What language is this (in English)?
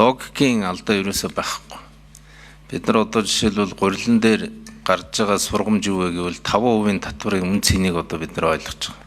Mongolian